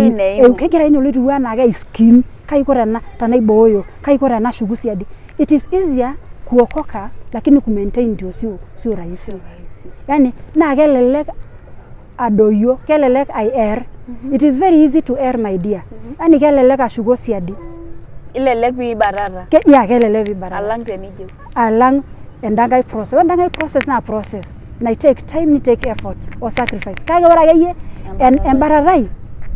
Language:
Masai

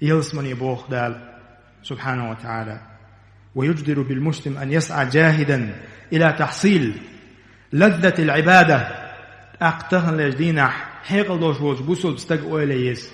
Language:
Chechen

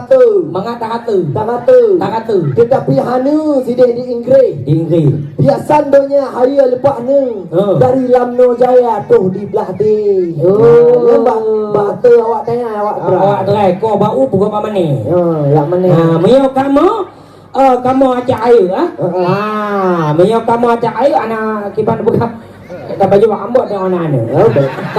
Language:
Achinese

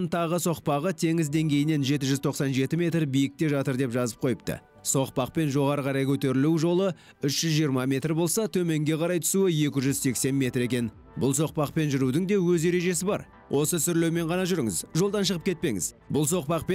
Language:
Kazakh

